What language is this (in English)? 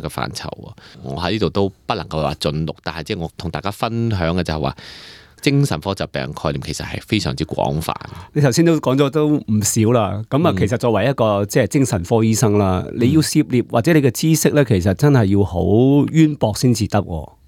Cantonese